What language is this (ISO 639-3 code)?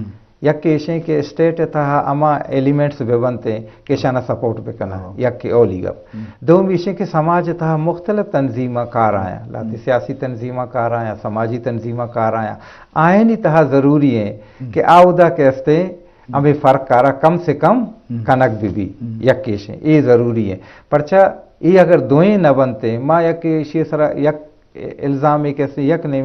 bgp